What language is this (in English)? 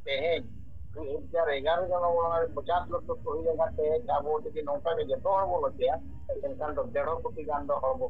Santali